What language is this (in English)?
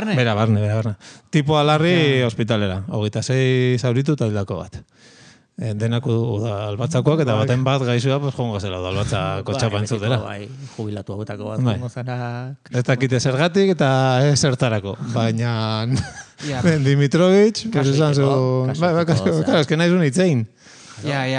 Basque